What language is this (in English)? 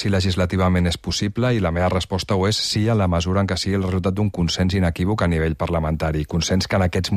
Catalan